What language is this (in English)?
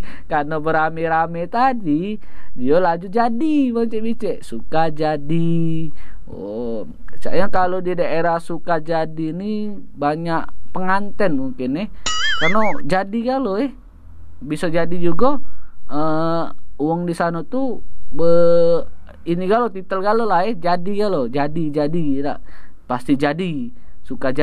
Musi